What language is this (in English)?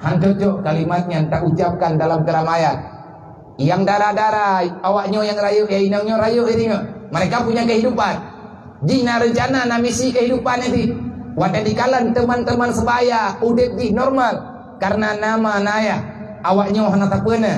Achinese